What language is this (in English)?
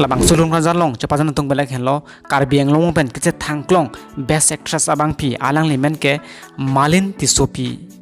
Karbi